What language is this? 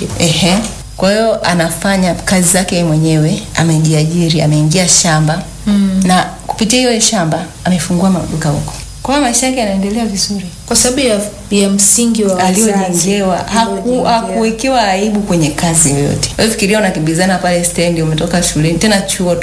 Swahili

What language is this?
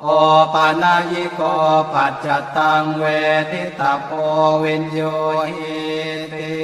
Pali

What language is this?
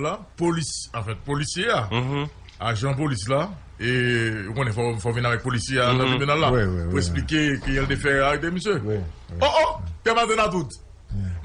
Haitian Creole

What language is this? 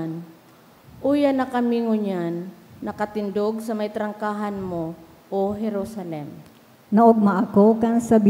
Bikol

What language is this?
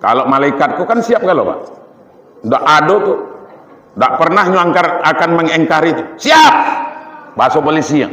Minangkabau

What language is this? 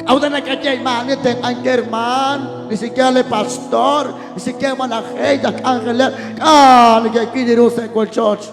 Kekchí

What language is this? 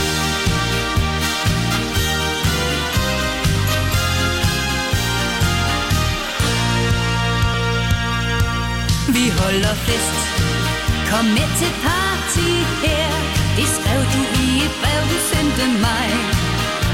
Danish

